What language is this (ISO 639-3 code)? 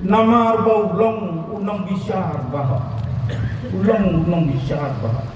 kha